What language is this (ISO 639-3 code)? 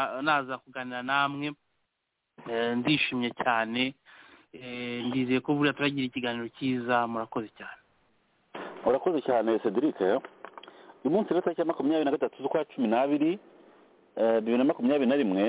kin